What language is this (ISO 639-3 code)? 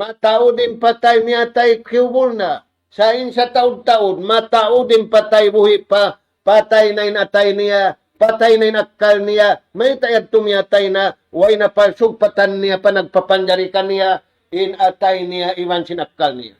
tsg